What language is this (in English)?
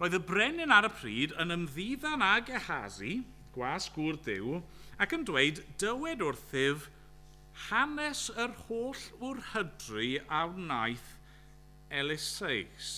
Welsh